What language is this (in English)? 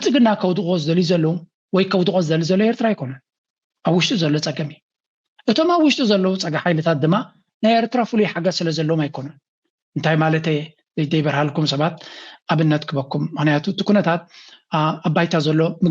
Tigrinya